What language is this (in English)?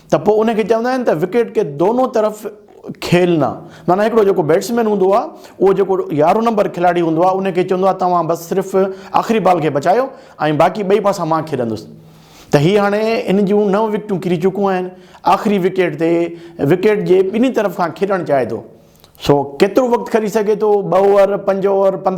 Sindhi